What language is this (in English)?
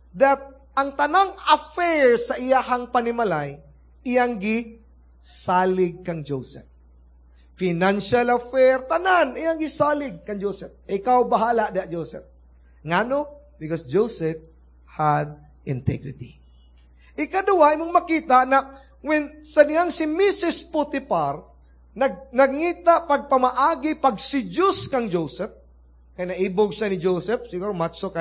Cebuano